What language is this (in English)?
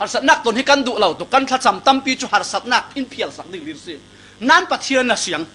Falam Chin